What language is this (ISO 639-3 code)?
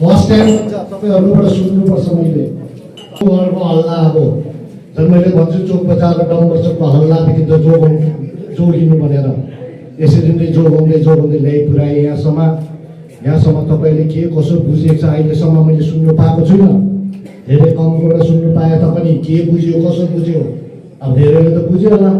nep